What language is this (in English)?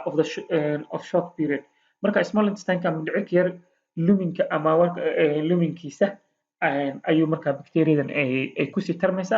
Somali